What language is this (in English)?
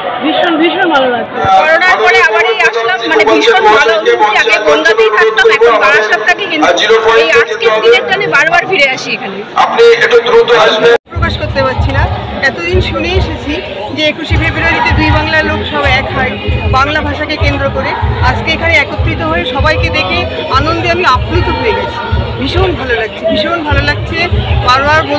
Bangla